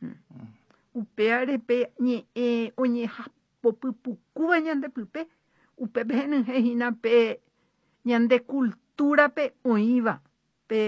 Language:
Guarani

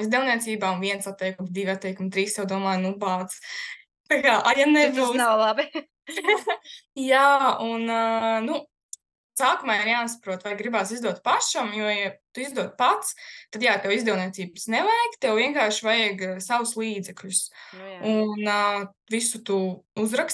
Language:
Latvian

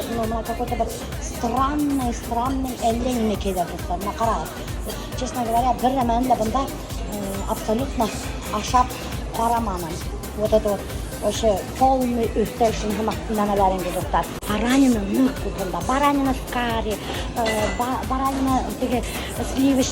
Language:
Bashkir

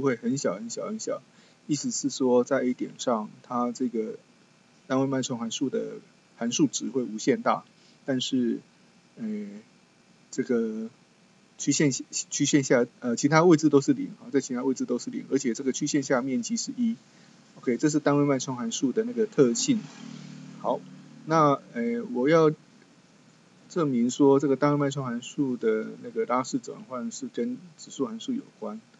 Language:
Chinese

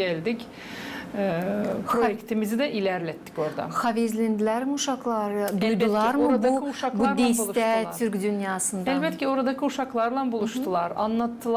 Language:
Gagauz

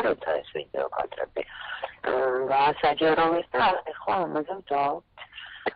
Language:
Georgian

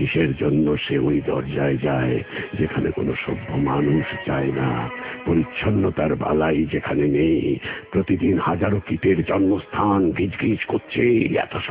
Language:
Bangla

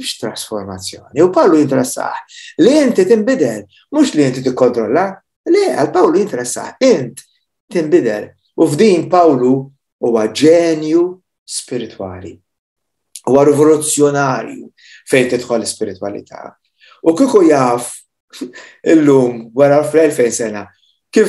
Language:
Maltese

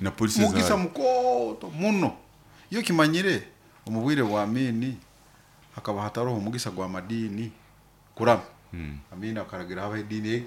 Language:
Nyoro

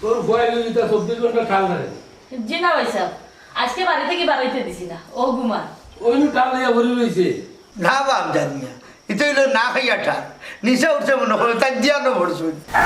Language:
Sylheti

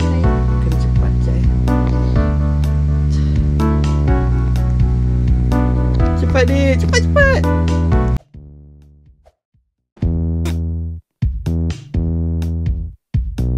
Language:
Malay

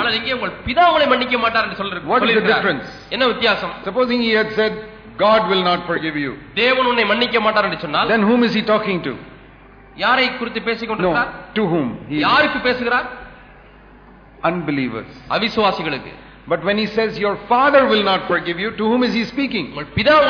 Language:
Tamil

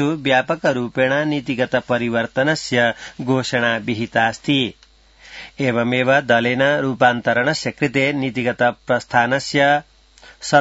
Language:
Sanskrit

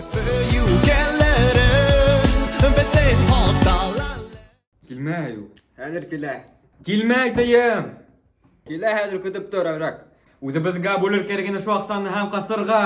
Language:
Bashkir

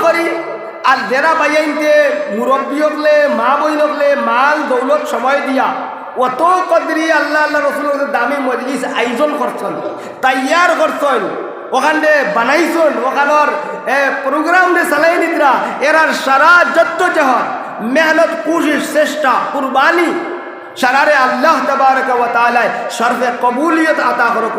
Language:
Sylheti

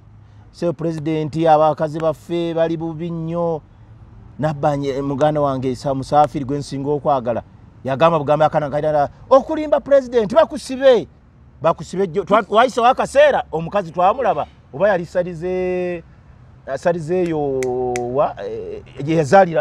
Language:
Ganda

